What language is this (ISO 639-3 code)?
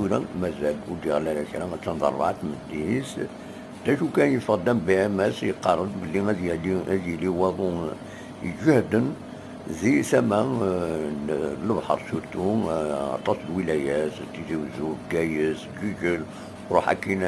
kab